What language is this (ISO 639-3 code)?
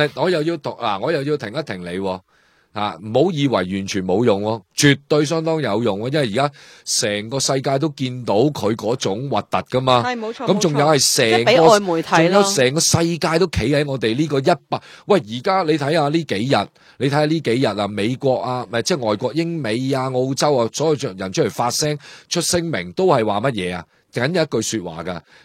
yue